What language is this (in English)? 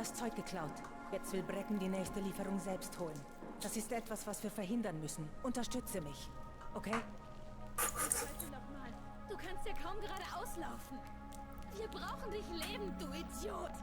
Swiss German